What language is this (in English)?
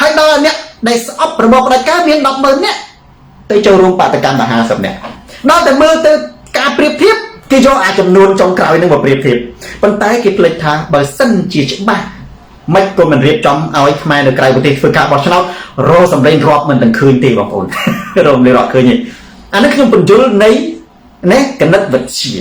Khmer